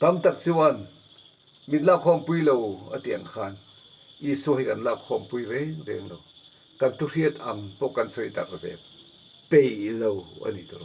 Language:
Mizo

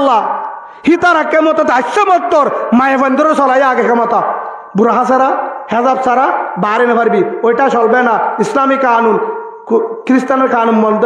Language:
Rohingya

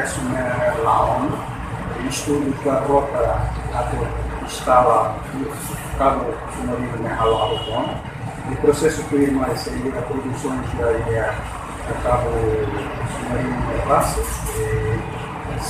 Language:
Tetum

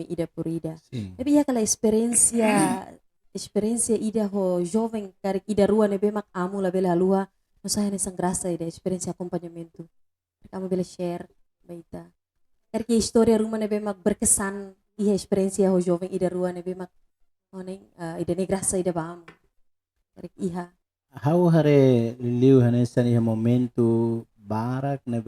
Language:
Tetum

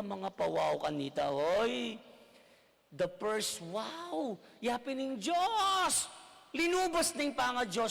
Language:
Pampanga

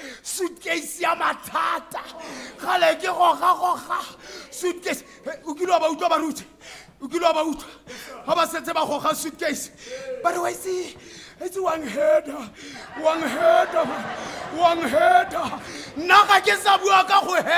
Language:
Tswana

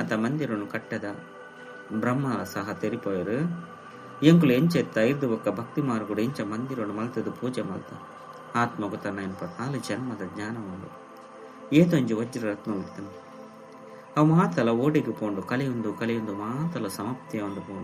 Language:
Tulu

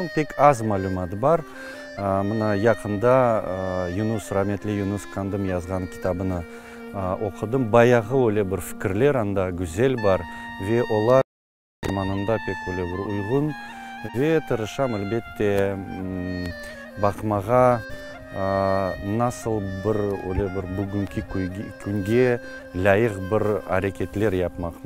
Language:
Crimean Tatar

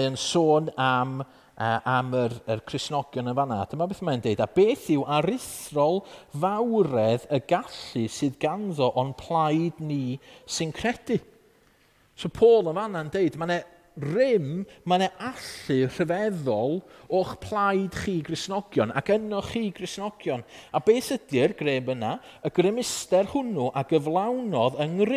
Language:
Welsh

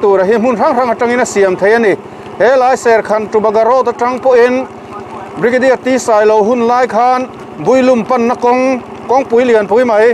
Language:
Mizo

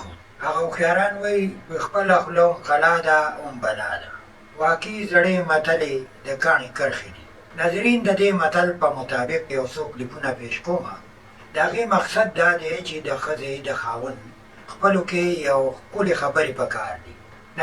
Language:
Pashto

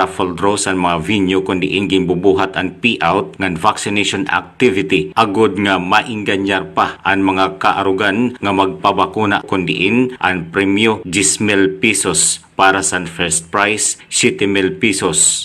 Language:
Waray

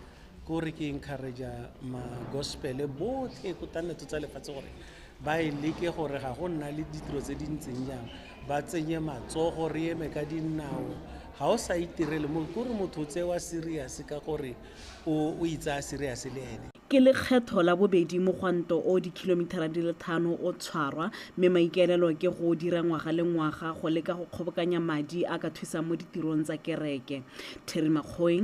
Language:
Tswana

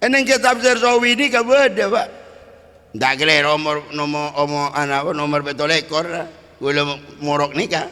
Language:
Madurese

